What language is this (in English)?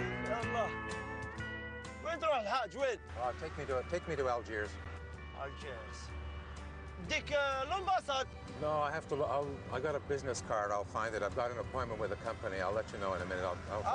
Algerian Arabic